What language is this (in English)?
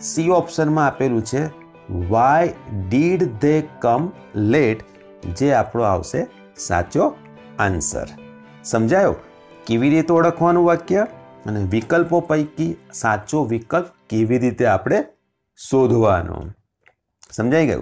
Gujarati